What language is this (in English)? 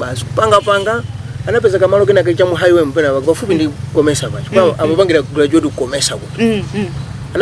Nyanja